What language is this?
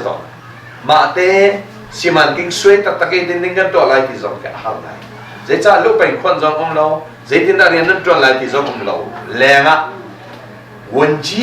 Hakha Chin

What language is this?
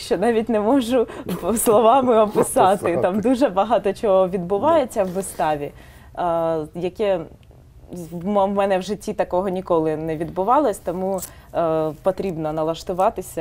Ukrainian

